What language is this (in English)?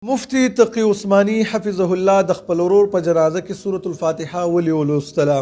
Pashto